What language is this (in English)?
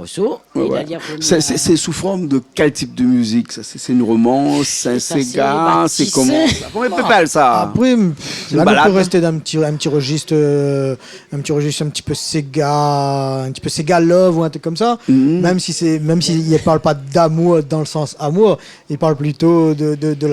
Réunion Creole French